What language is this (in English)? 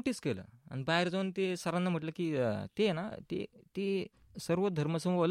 Marathi